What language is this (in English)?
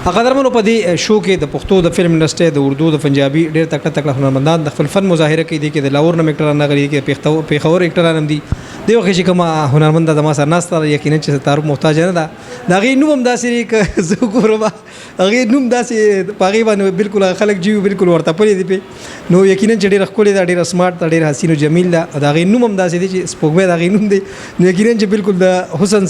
Pashto